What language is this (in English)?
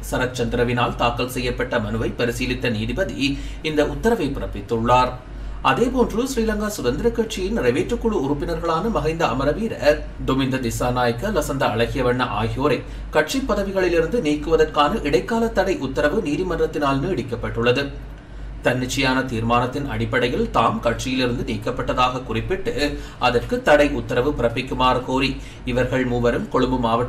Tamil